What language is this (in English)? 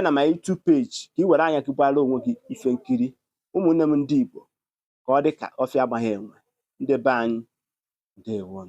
Igbo